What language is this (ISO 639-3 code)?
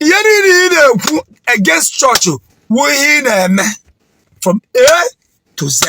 ibo